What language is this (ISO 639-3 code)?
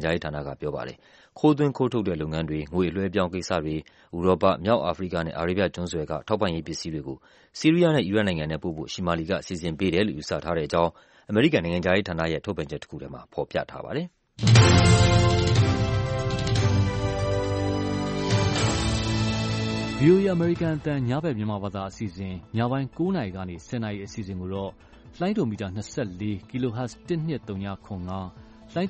mya